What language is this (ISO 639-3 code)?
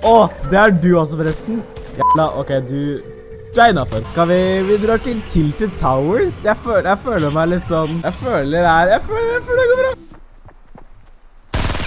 nor